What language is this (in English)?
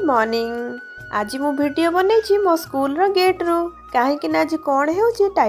Odia